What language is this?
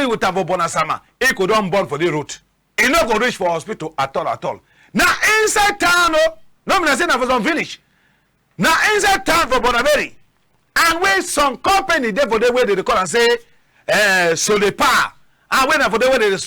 Cameroon Pidgin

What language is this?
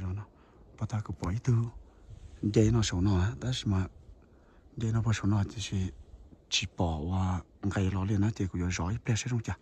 Hmong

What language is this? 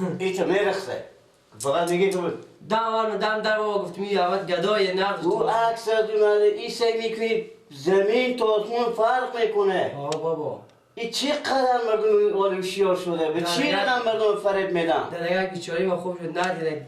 Persian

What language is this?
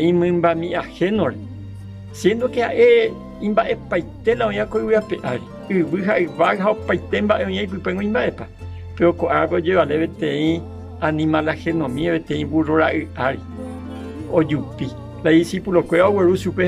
Guarani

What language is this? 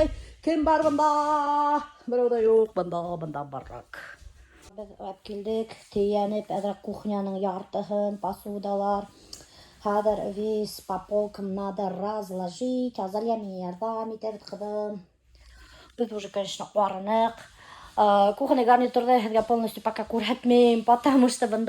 Bashkir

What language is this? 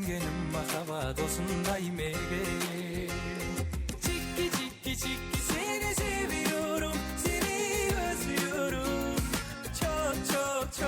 Kara-Kalpak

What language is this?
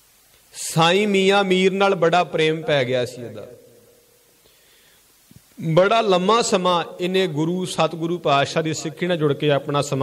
Punjabi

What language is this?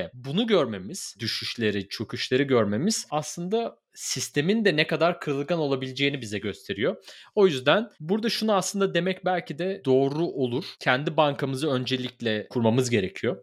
Turkish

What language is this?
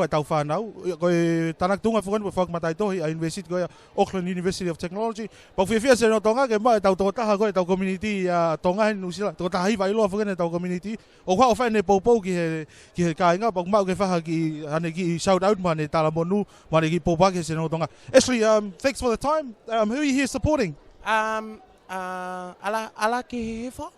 Tongan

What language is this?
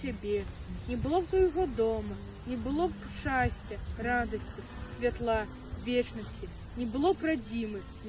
Belarusian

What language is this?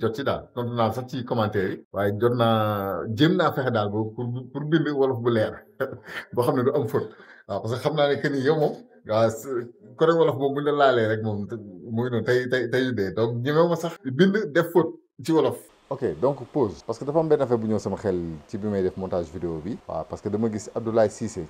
Wolof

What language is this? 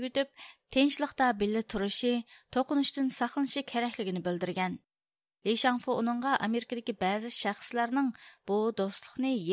Uyghur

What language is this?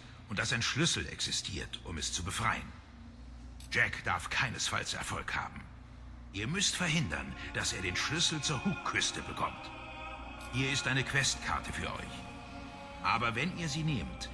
Swiss German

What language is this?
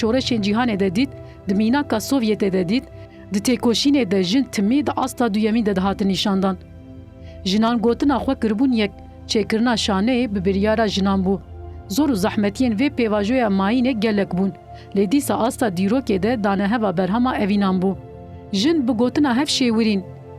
Kurdish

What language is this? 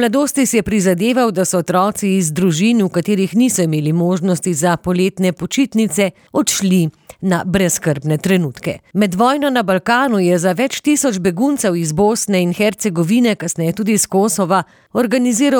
Slovenian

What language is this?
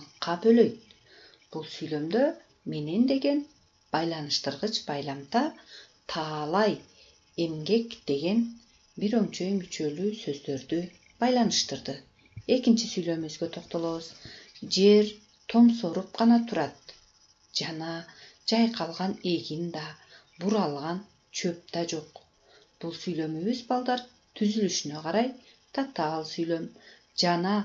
Kyrgyz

